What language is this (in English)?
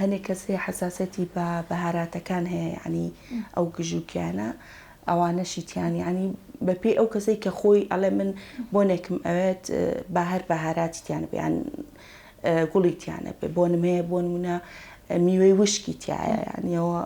Central Kurdish